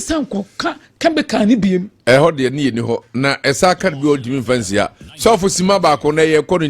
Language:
Akan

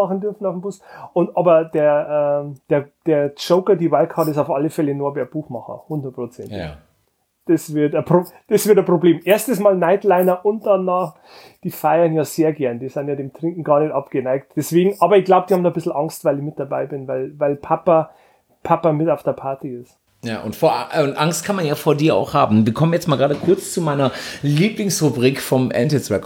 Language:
German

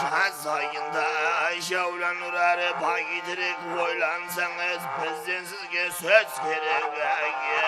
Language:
Kara-Kalpak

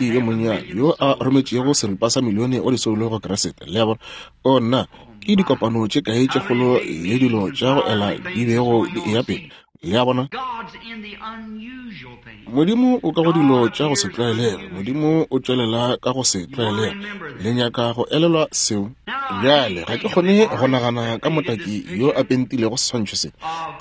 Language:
Northern Sotho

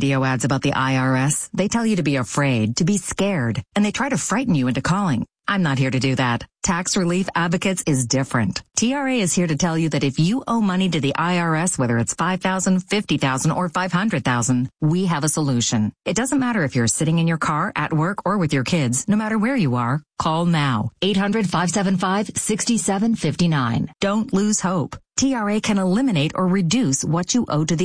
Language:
English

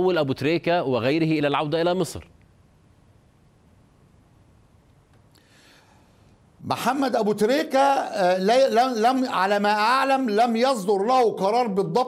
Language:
Arabic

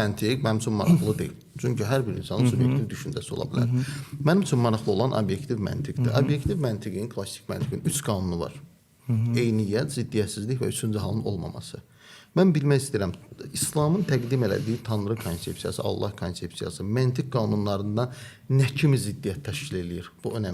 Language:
Azerbaijani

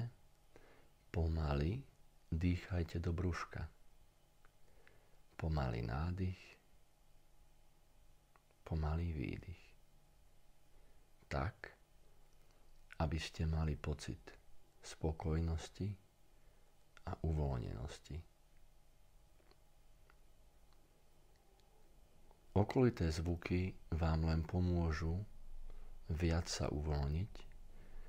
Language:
Slovak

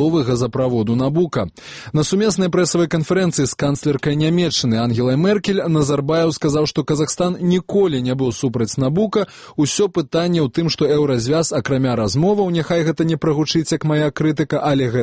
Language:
Belarusian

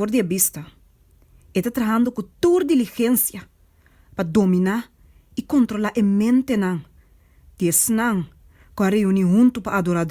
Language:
Papiamento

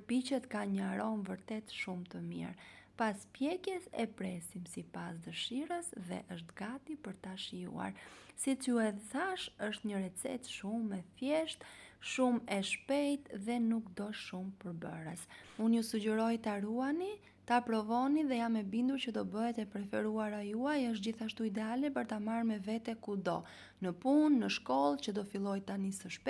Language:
Albanian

